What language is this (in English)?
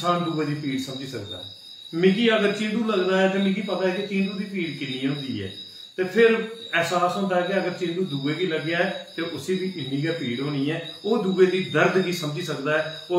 Dogri